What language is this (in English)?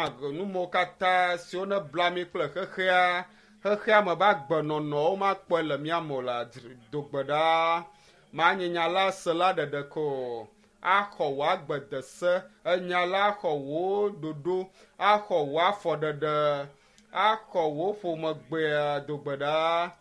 Ewe